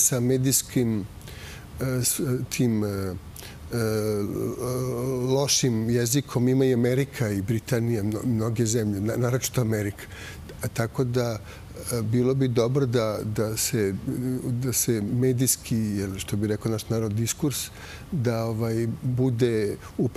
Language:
Serbian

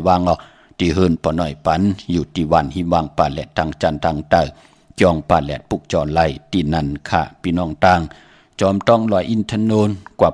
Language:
Shan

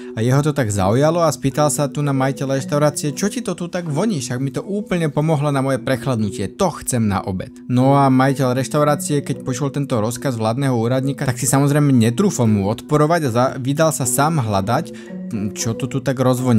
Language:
Slovak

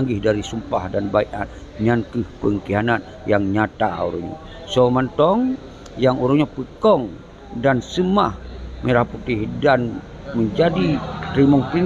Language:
Achinese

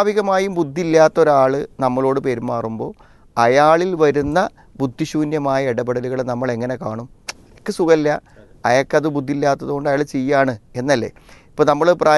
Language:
Malayalam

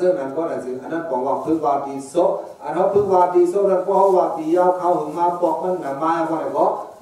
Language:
Shan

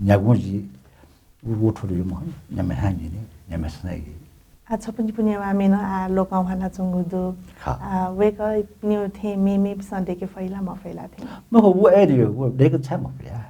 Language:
Newari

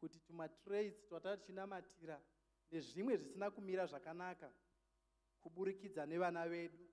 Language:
Shona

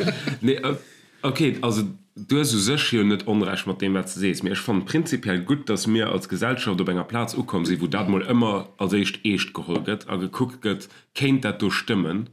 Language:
Luxembourgish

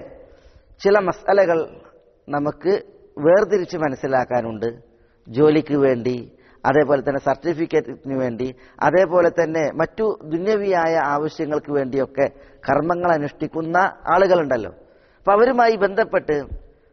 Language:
Malayalam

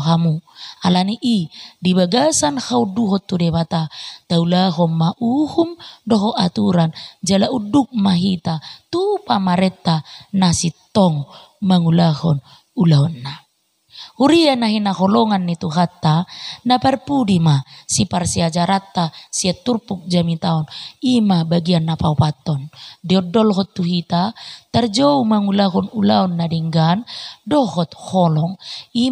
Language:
Batak Toba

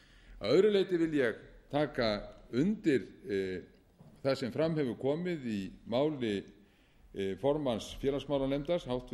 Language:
Icelandic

